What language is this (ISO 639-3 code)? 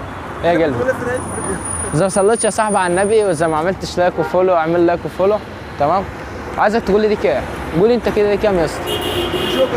arz